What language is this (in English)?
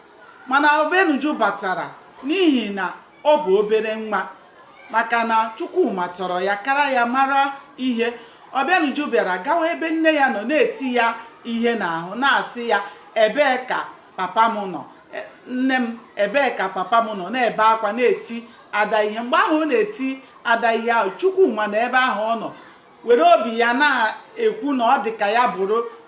Igbo